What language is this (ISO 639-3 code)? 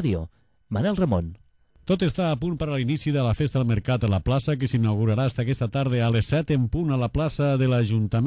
cat